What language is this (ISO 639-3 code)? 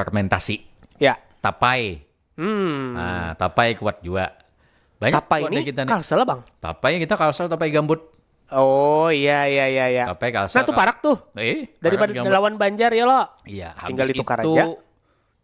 bjn